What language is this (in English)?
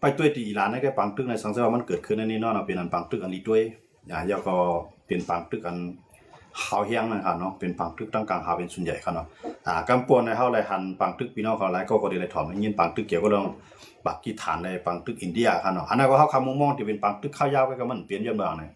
Shan